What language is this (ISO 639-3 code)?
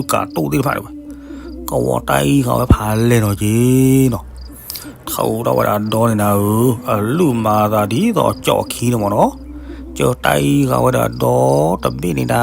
ksw